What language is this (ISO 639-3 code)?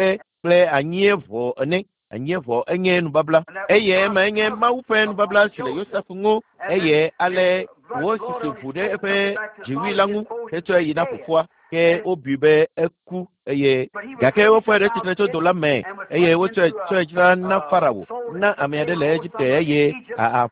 ewe